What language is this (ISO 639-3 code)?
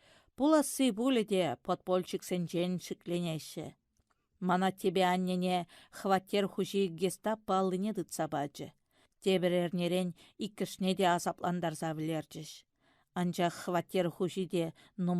chv